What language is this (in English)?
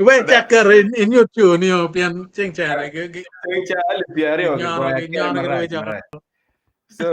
Acoli